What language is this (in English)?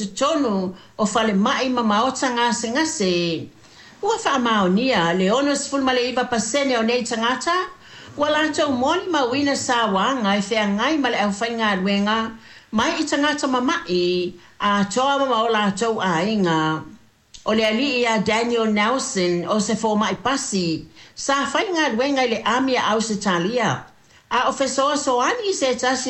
Samoan